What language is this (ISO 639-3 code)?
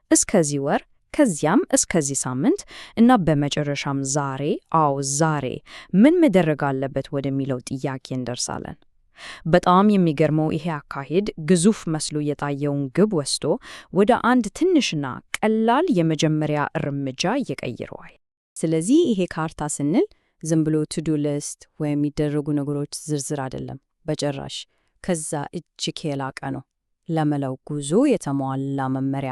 amh